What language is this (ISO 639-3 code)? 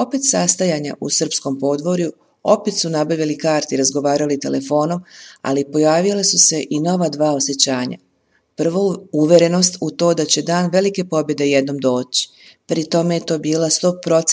srp